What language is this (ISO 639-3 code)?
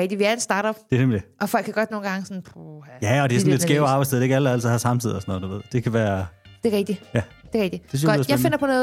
dan